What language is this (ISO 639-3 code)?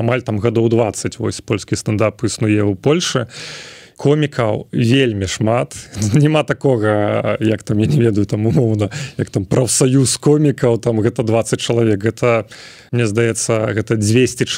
bel